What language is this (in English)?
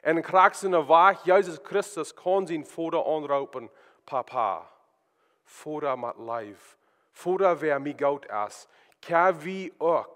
Plautdietsch